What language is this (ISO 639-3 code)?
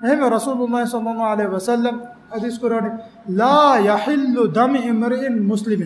div